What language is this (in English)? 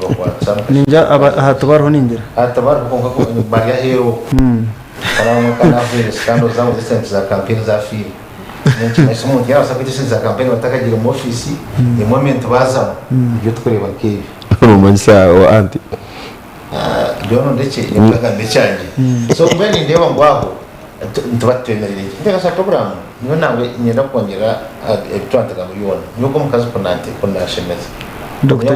Nyankole